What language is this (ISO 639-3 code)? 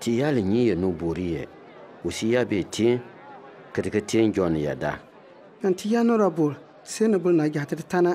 bim